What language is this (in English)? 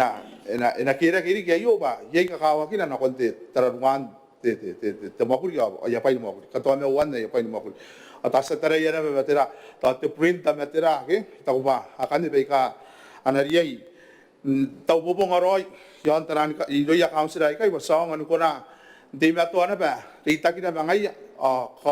Gilbertese